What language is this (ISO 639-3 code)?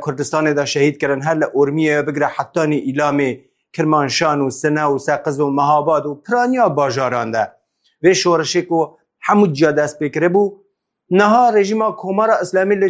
kur